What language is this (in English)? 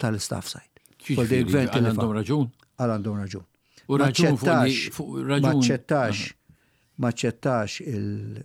Maltese